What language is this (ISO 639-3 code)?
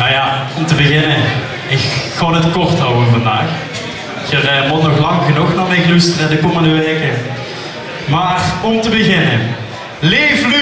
lim